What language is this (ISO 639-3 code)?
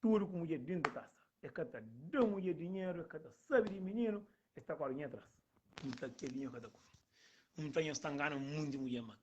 kea